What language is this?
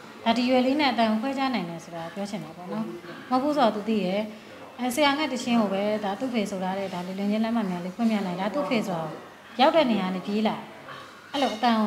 Burmese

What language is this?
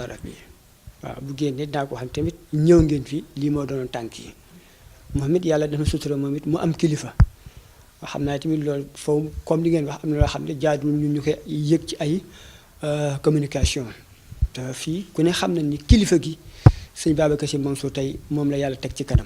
Wolof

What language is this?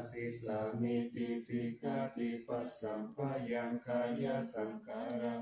Pali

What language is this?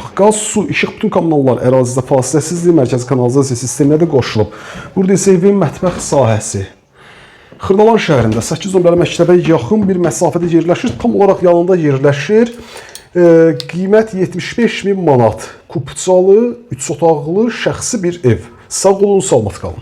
Azerbaijani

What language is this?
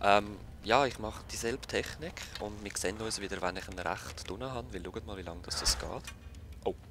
Swiss German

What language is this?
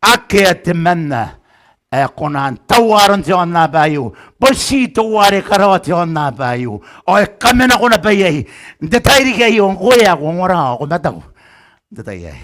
Gilbertese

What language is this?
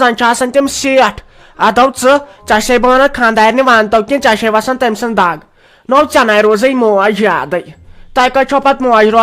Kashmiri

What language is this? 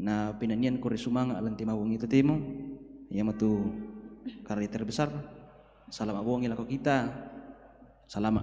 Toraja-Sa'dan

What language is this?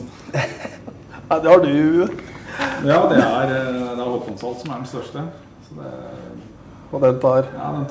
Norwegian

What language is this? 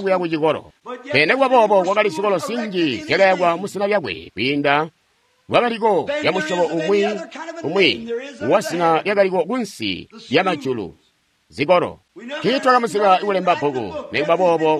Tonga (Zambia)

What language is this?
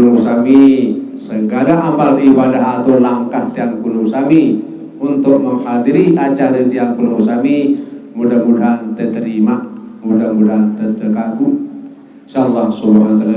Sasak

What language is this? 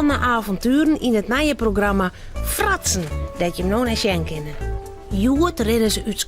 Western Frisian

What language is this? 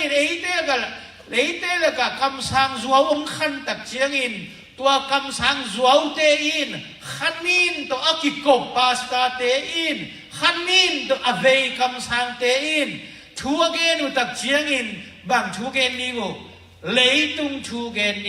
Tedim Chin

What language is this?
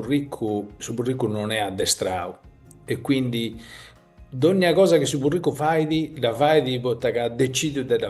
Sardinian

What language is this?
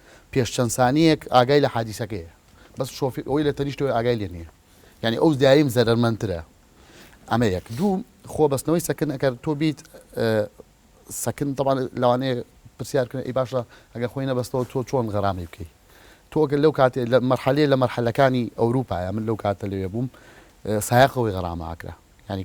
Central Kurdish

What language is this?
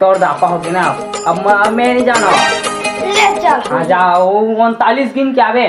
Chhattisgarhi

